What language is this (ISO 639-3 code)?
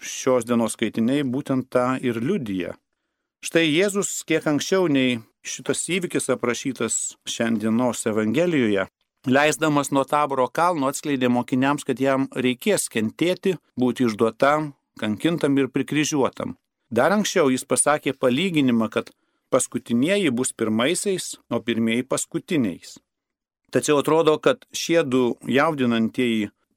lit